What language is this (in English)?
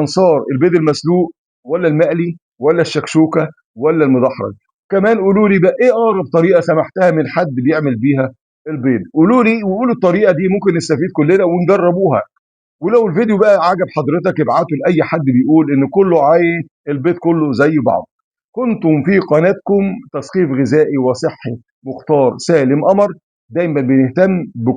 Egyptian Arabic